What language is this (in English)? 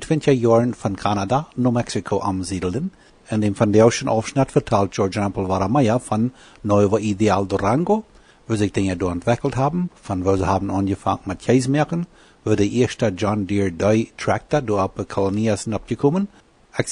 Plautdietsch